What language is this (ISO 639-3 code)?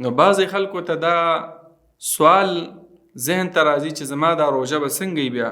pus